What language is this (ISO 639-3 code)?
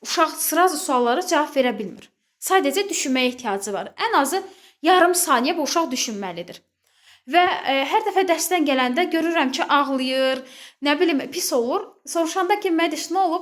aze